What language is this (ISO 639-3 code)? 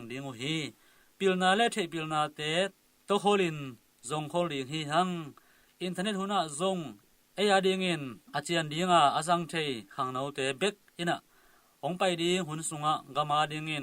ctd